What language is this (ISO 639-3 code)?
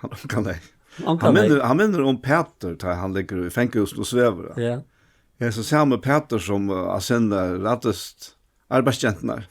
fao